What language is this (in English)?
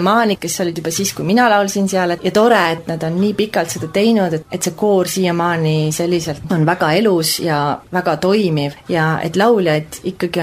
Estonian